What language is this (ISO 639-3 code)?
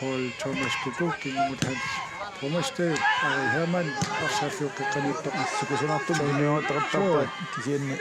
kal